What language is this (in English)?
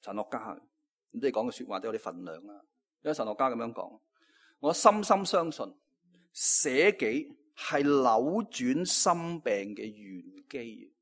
Cantonese